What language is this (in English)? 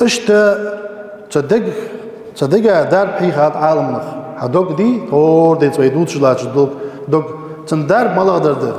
Ingush